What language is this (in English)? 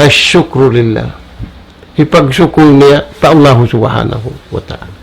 Tausug